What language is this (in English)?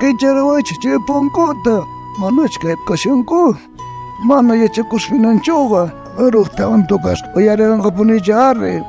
South Bolivian Quechua